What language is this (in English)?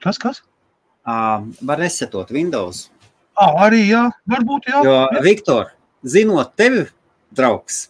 Latvian